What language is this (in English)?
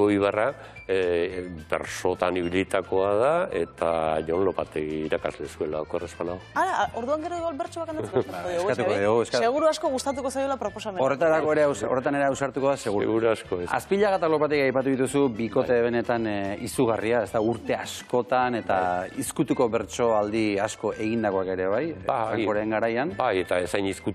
Basque